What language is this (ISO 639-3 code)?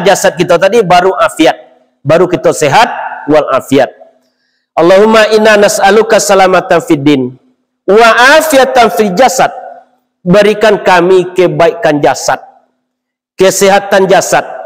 min